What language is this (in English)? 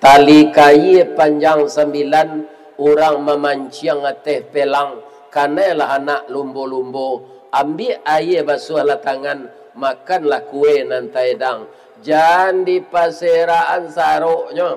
Minangkabau